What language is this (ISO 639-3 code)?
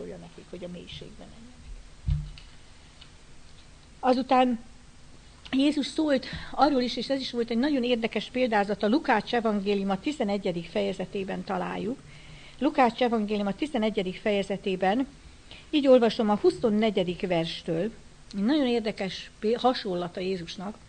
hun